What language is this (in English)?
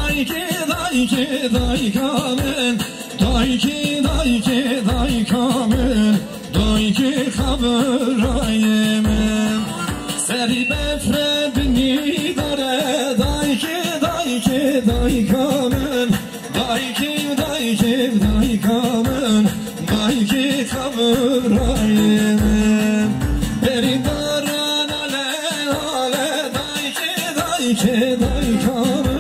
Persian